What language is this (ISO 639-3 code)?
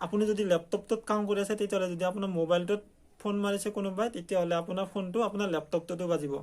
asm